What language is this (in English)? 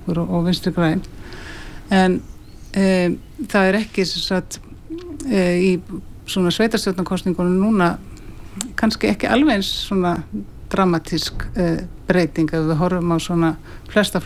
Icelandic